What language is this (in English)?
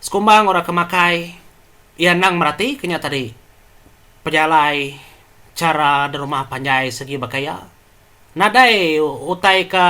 Iban